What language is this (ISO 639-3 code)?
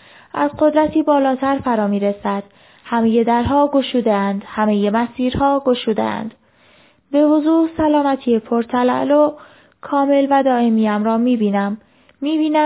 fas